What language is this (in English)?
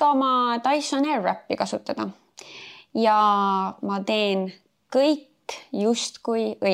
Estonian